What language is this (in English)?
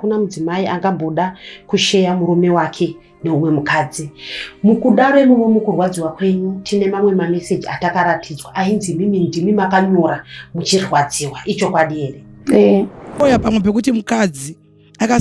Shona